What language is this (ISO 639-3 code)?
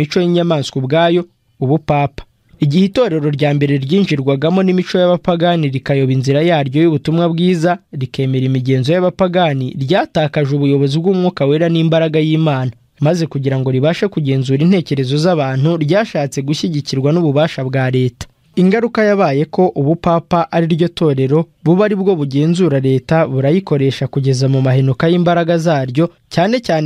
kin